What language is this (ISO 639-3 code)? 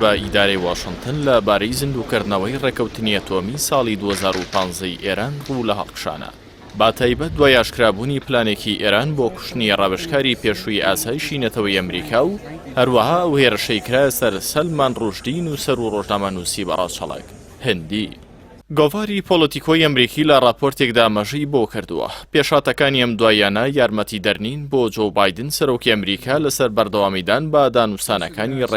ckb